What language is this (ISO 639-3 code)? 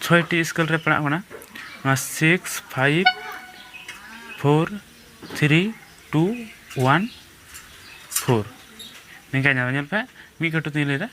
sat